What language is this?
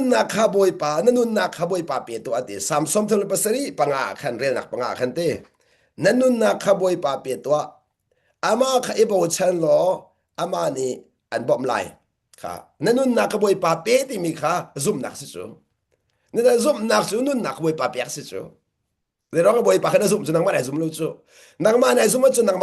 Hakha Chin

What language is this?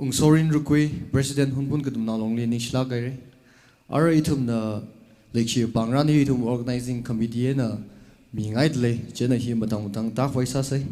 Tangkhul Naga (India)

